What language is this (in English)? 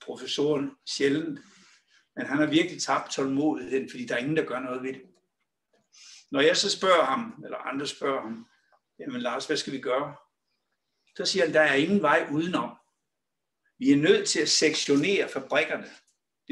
Danish